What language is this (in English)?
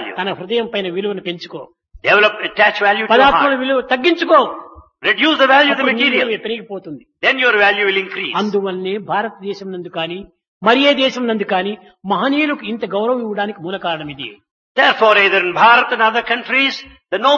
Telugu